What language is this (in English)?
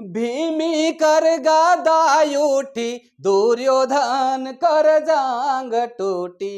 Sadri